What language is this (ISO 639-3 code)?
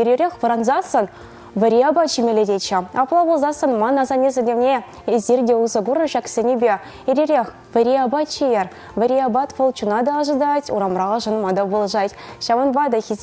chv